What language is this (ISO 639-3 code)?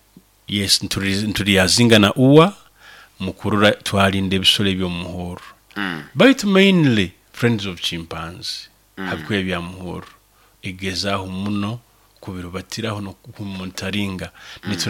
nyo